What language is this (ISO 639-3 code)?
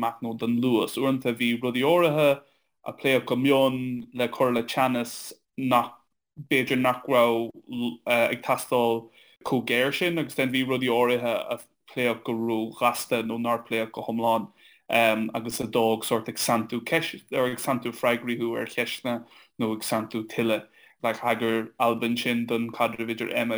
gle